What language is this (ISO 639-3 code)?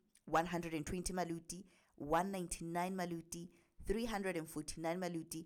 sot